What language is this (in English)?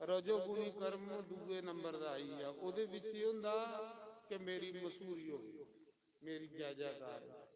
Dogri